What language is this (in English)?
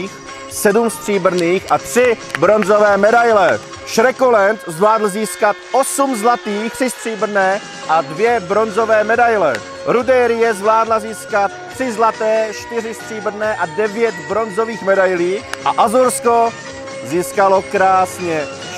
Czech